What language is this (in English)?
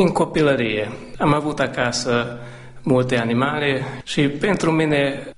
Romanian